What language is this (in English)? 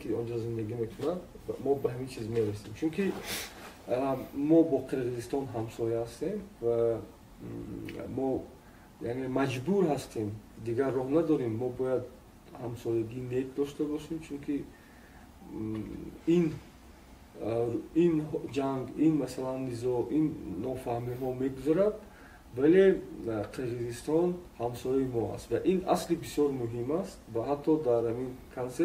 Tajik